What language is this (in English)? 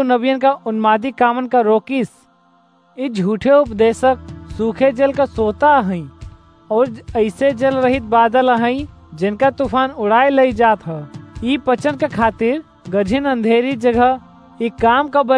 Awadhi